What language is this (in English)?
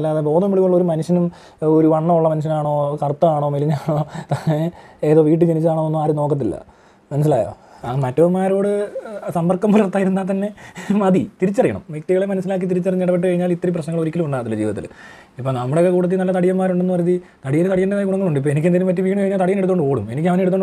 Malayalam